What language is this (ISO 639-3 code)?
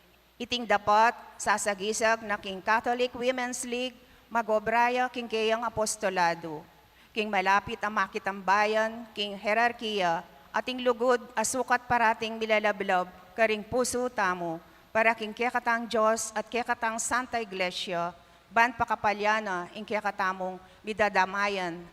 pam